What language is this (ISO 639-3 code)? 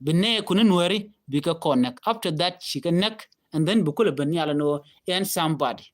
nus